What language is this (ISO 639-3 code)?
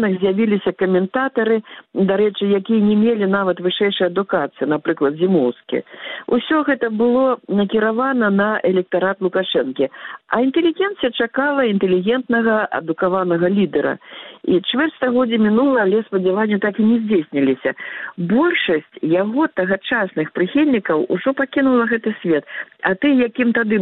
bel